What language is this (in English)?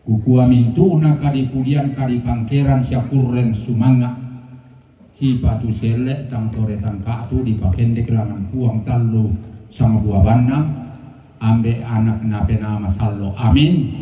Toraja-Sa'dan